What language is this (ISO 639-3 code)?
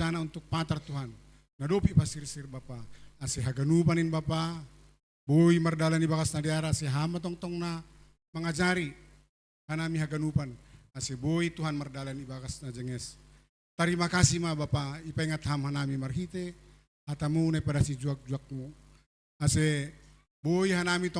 bts